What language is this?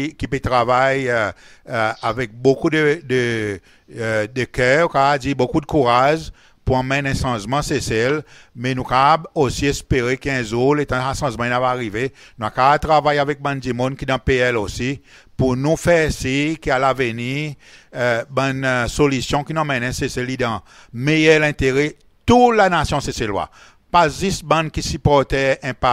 Seselwa Creole French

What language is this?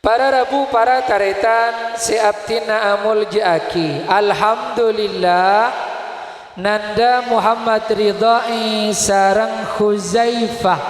Madurese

